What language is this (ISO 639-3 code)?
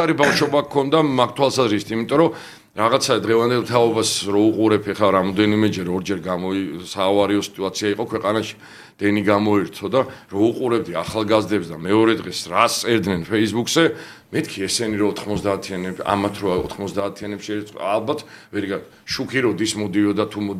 kat